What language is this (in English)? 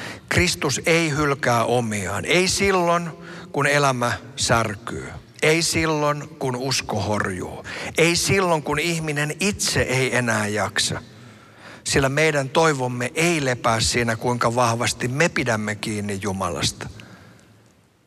Finnish